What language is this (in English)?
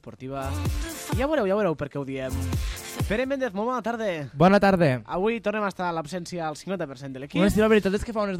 Catalan